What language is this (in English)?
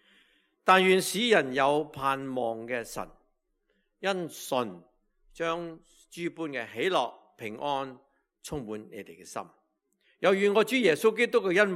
Cantonese